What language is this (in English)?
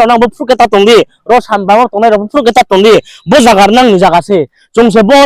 Riang (India)